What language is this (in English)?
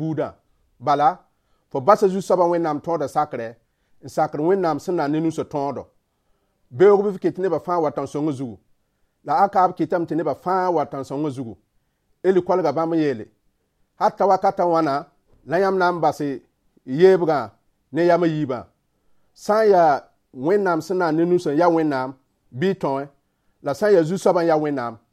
Mossi